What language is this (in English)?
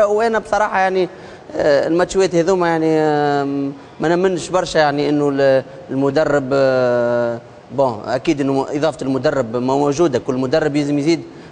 Tunisian Arabic